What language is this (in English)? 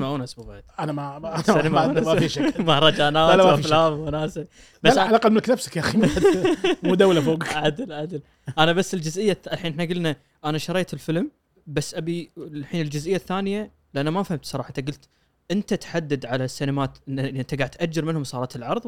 Gulf Arabic